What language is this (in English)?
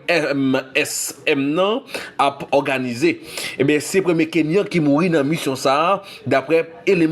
Haitian Creole